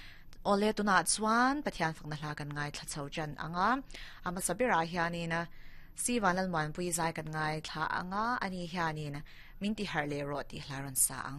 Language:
Mizo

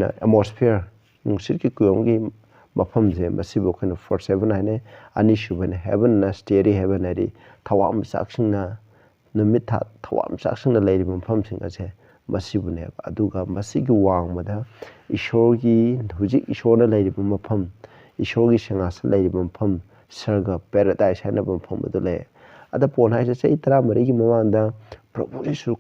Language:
Manipuri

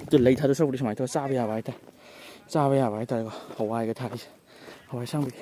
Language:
Manipuri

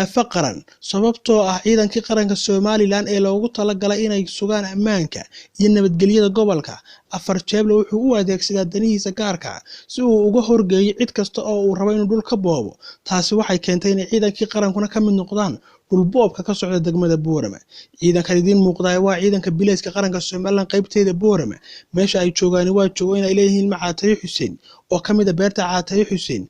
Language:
Somali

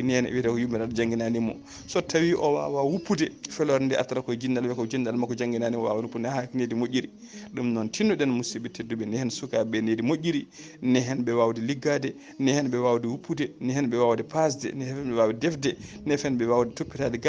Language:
Fula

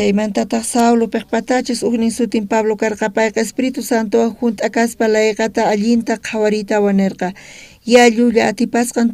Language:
South Bolivian Quechua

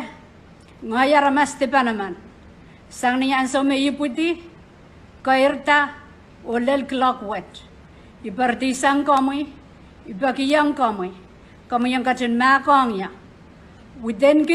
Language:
Pohnpeian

